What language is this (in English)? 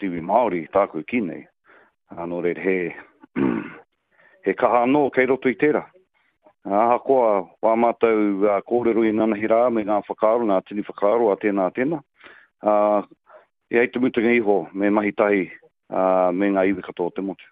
Māori